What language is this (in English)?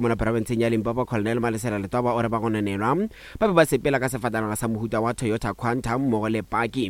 Northern Sotho